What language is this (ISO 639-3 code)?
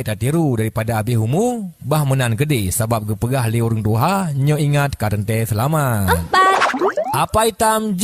ace